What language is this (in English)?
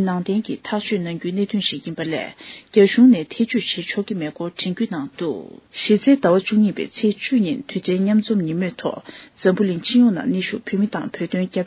Tibetan